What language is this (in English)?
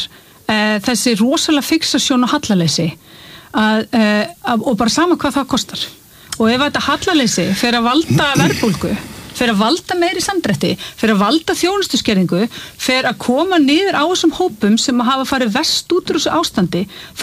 Icelandic